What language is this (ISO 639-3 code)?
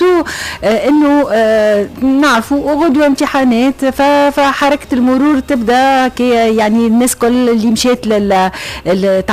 aeb